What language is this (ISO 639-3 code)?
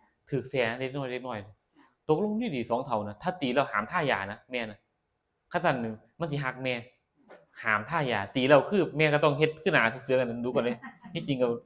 tts